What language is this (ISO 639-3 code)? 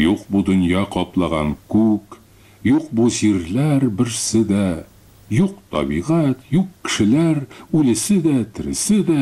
tat